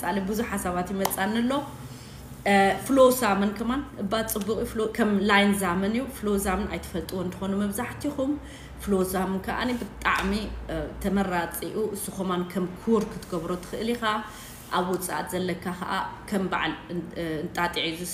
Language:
Tigrinya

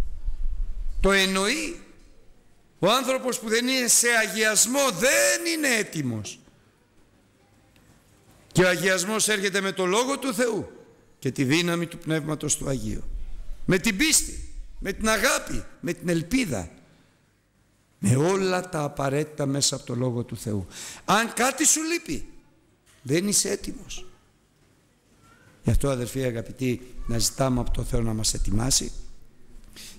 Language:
Greek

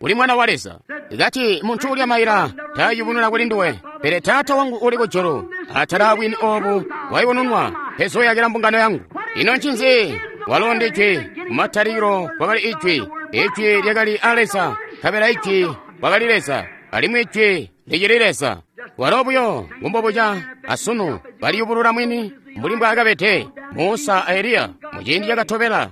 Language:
Tonga (Zambia)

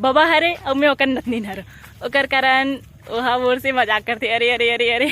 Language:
Chhattisgarhi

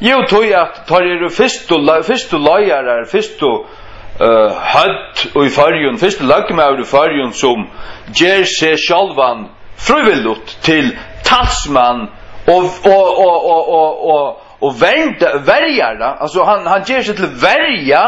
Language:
Faroese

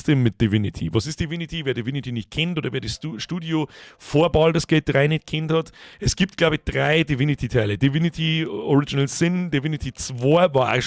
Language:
Bavarian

